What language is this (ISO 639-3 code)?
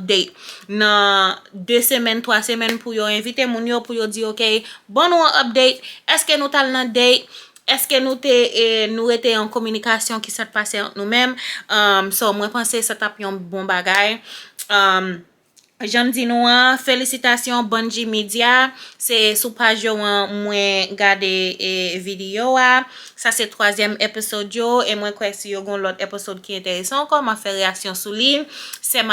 hat